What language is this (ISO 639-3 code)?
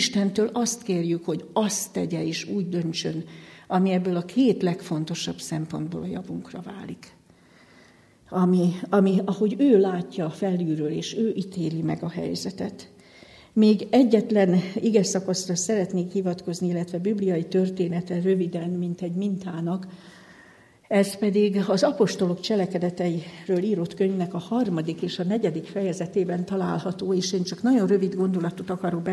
hun